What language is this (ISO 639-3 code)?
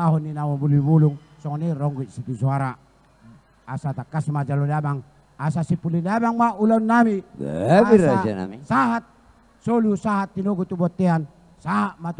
bbc